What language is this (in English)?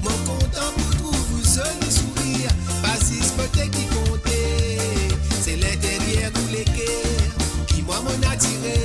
Morisyen